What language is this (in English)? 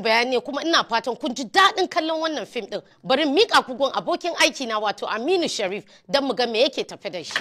Hausa